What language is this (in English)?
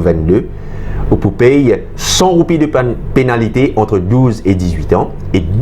Morisyen